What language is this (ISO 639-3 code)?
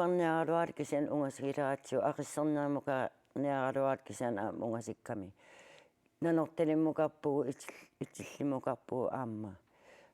kal